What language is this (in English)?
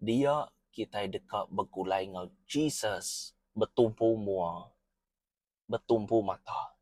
Iban